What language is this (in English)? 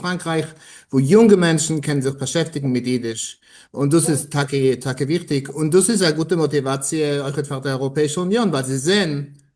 Yiddish